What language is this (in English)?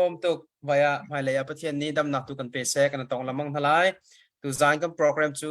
Hakha Chin